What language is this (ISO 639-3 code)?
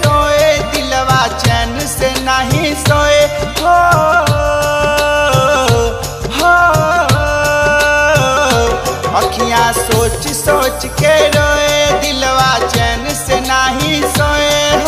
bho